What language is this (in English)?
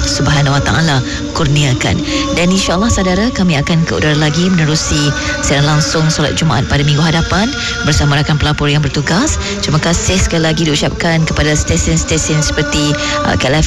Malay